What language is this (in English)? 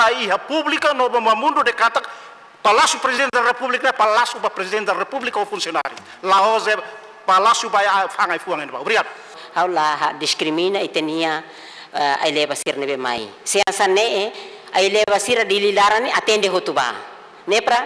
Tetum